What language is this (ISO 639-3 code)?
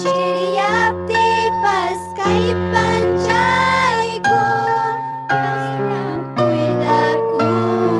quy